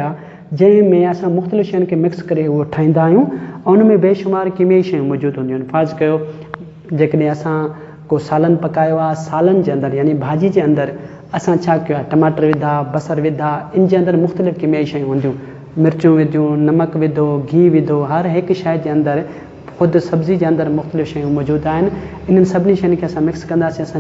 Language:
Sindhi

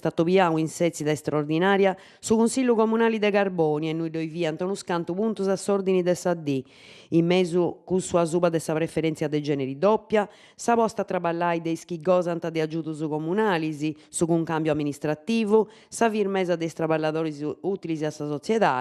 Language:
Sardinian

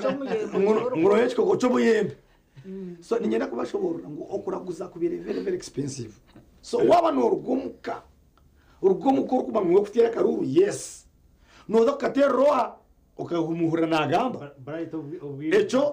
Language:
Nyankole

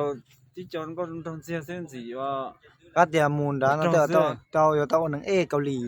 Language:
Hmong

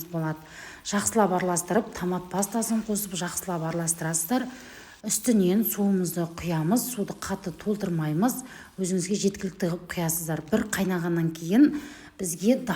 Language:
Kazakh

